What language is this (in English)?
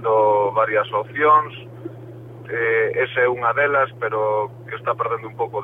Galician